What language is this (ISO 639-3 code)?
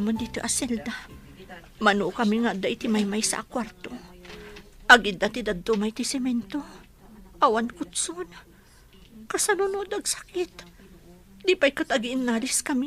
ilo